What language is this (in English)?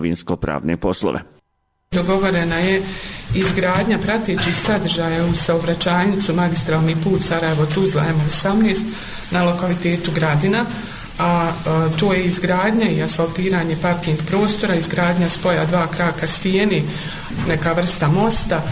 Bosnian